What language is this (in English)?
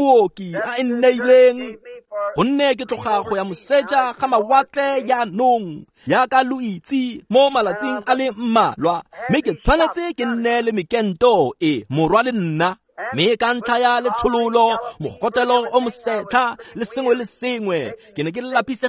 Tswana